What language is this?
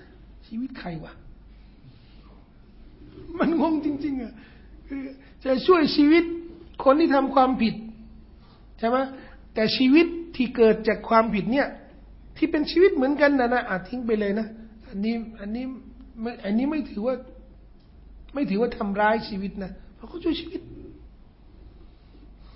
Thai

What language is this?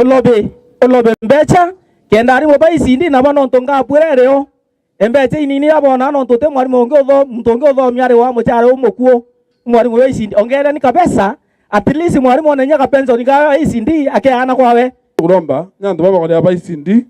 Meru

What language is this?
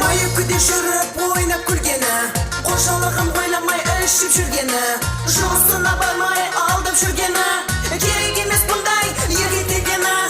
Kara-Kalpak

